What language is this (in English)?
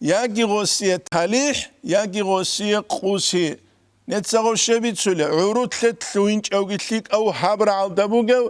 Avaric